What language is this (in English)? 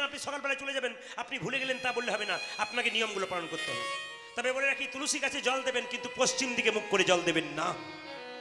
Bangla